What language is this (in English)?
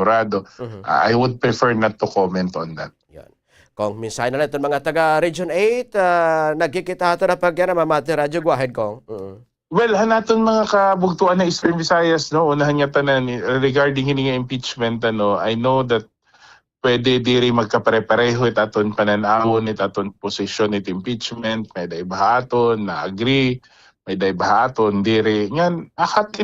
Waray